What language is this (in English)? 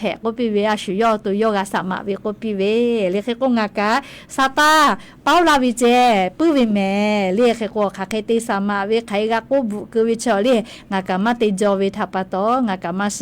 Lahu